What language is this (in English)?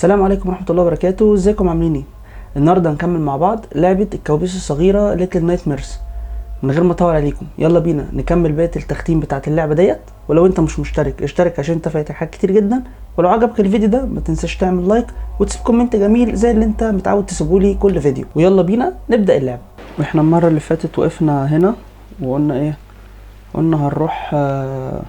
Egyptian Arabic